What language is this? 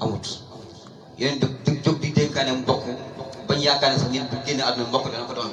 Wolof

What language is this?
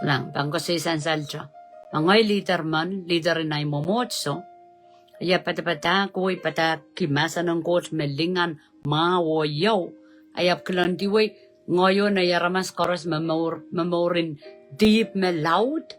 Pohnpeian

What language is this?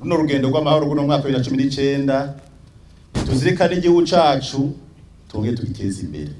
Rundi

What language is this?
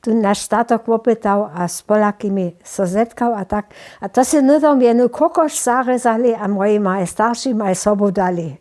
Upper Sorbian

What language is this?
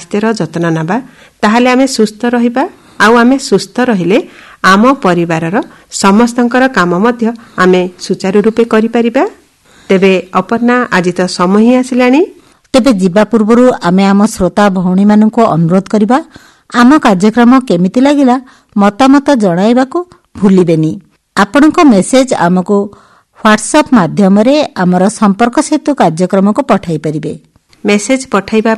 Odia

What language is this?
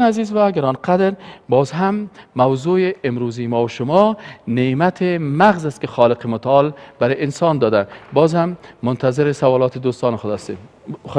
Persian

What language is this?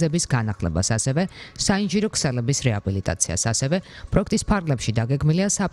Georgian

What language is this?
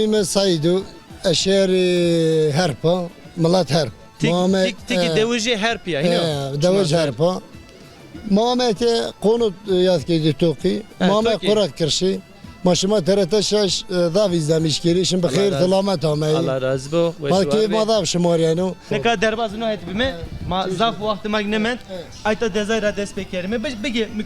Zaza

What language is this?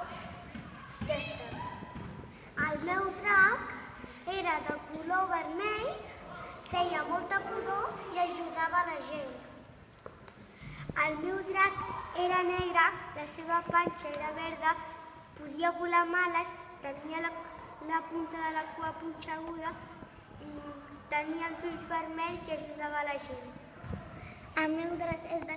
Catalan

